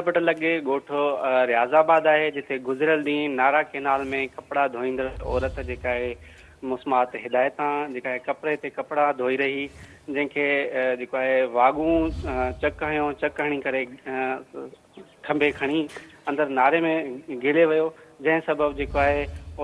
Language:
Sindhi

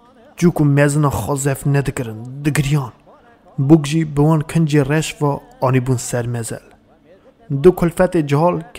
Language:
Kurdish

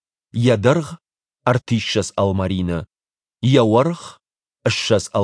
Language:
Ossetic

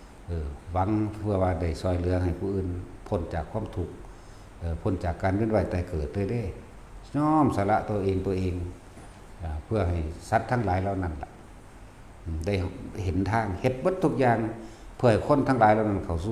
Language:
Northeastern Thai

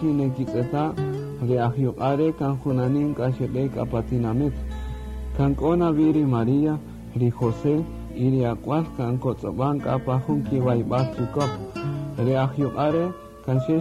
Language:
Kaqchikel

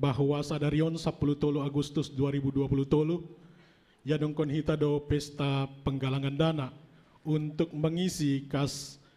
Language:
Batak Simalungun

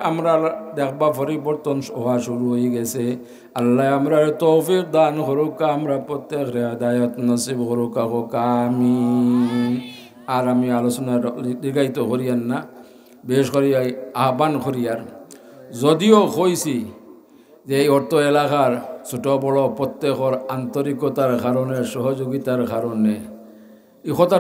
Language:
Sylheti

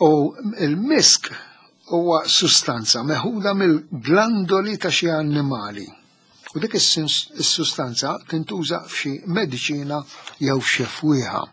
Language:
Maltese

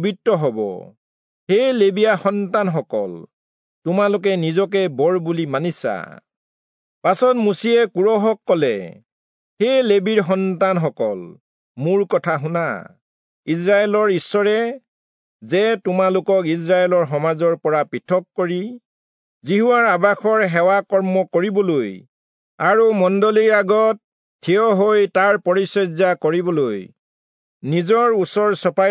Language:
Assamese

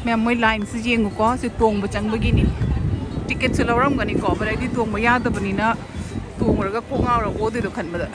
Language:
Manipuri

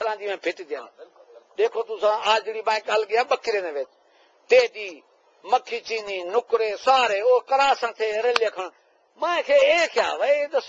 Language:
Saraiki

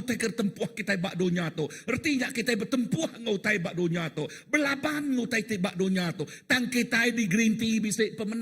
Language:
Iban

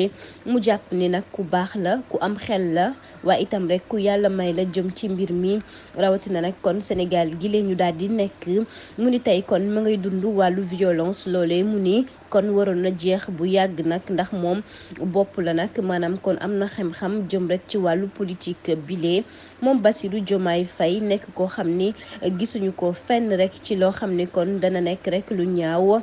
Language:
Wolof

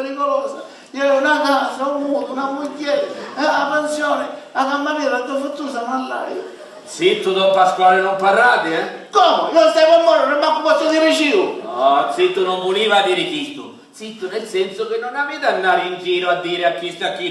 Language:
Sicilian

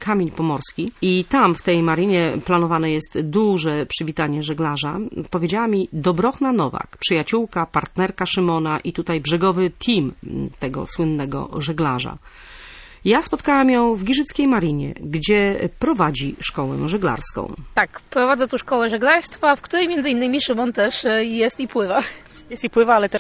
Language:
Polish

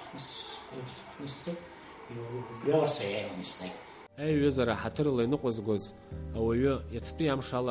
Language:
Abkhazian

